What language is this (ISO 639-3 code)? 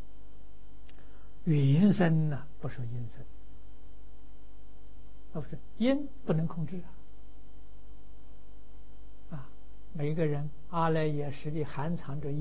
zho